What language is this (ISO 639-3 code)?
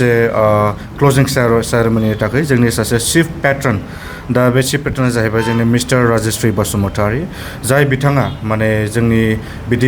brx